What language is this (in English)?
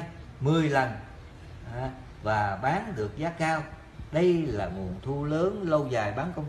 Vietnamese